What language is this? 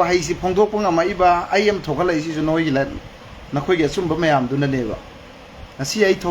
Manipuri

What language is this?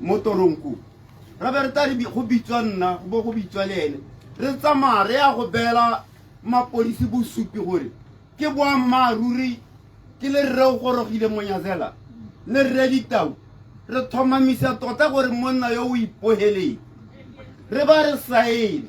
Tswana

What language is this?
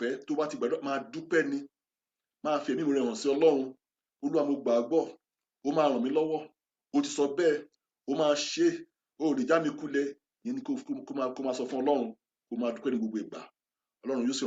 Yoruba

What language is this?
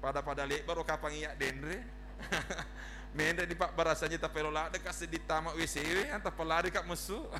Buginese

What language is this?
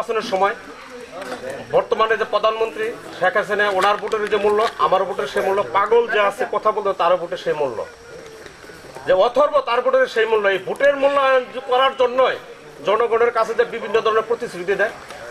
Bangla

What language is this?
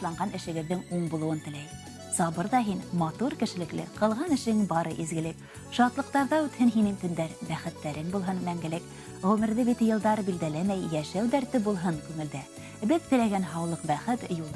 Bashkir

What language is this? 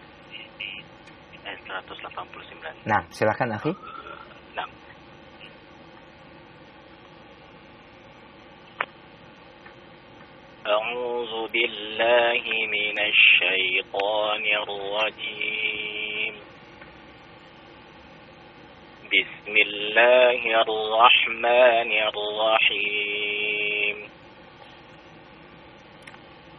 Indonesian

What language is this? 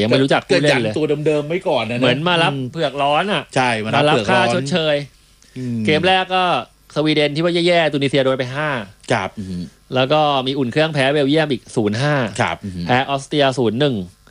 Thai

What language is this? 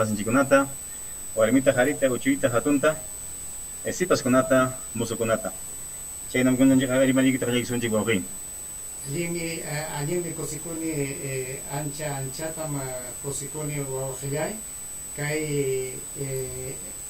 Ayacucho Quechua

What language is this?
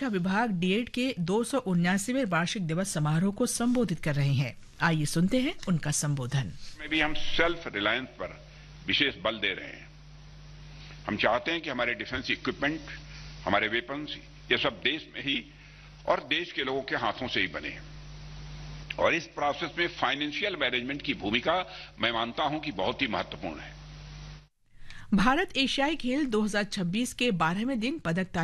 Hindi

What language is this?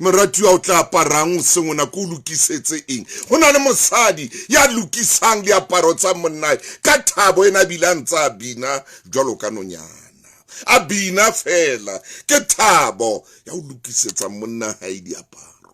Southern Sotho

